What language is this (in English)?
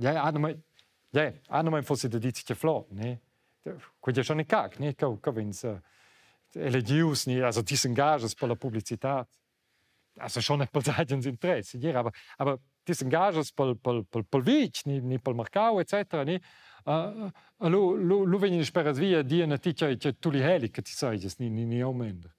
Romansh